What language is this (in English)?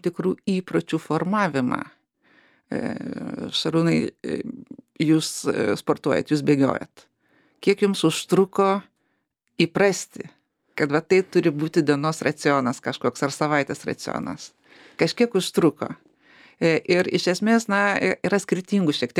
Lithuanian